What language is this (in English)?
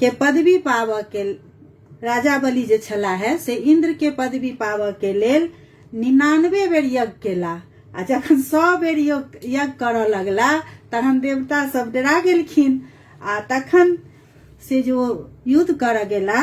Maithili